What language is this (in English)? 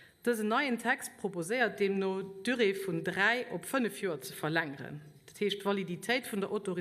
Luxembourgish